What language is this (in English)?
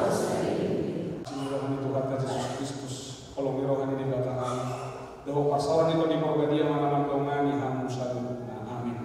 Batak Toba